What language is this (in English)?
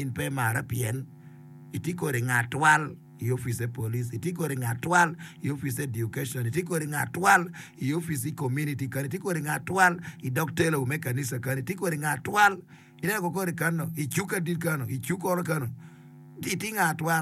Acoli